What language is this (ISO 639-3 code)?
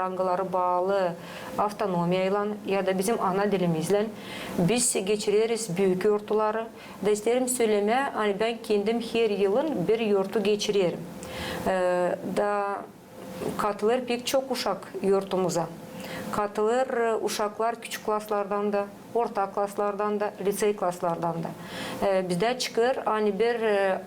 gag